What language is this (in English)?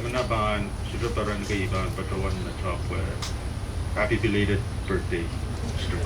Pohnpeian